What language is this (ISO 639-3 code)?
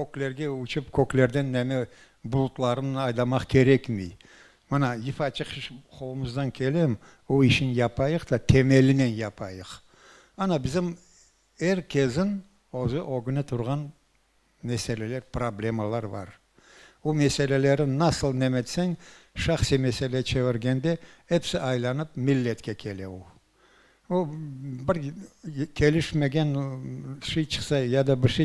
crh